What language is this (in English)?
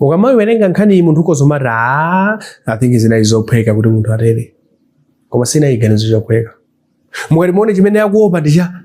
Nyanja